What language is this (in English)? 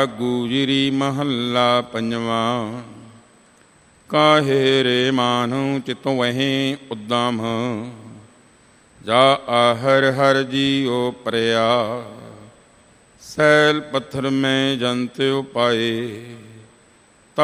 Punjabi